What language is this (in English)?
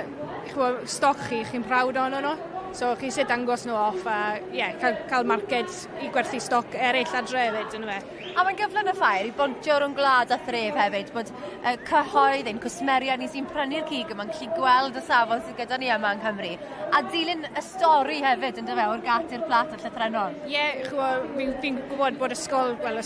Welsh